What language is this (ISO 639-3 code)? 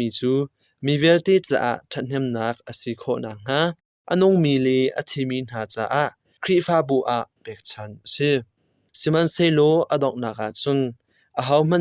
cnh